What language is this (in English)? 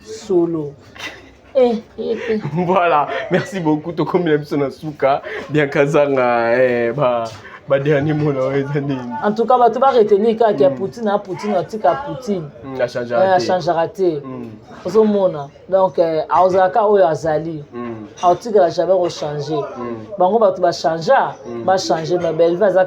Lingala